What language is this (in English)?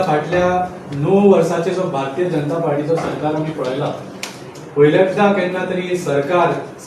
Konkani